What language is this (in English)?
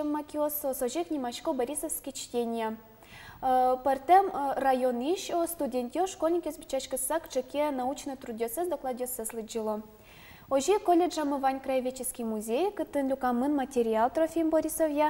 Udmurt